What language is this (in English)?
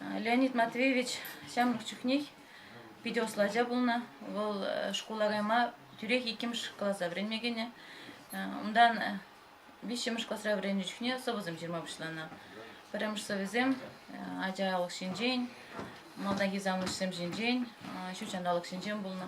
Chuvash